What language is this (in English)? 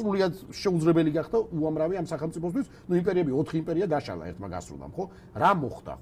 Georgian